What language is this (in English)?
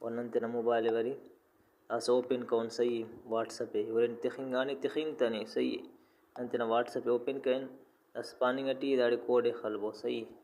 Brahui